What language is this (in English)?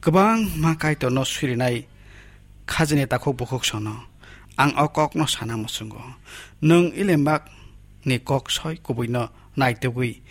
Kok Borok